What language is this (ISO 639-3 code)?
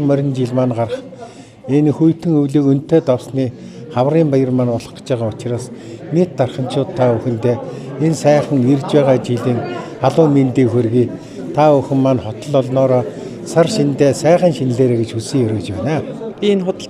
mon